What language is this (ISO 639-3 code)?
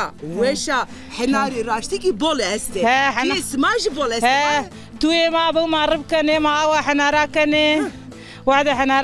zza